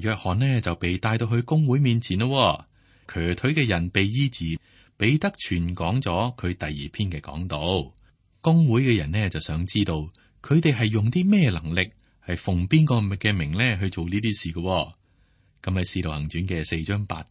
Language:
Cantonese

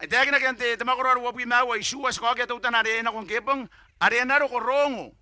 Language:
Gilbertese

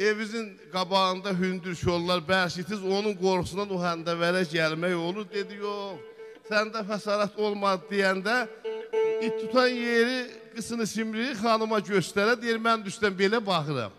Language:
South Azerbaijani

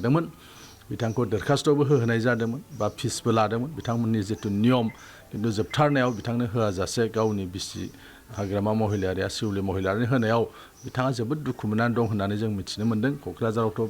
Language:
Bodo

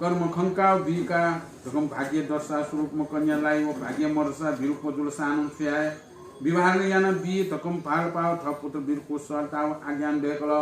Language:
Newari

